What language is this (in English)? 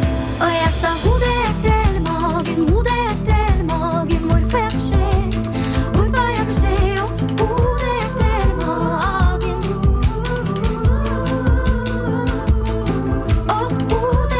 Norwegian